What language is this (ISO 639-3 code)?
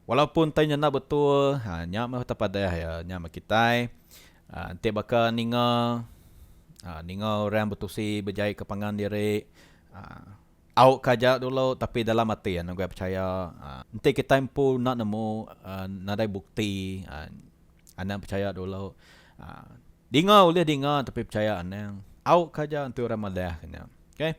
iba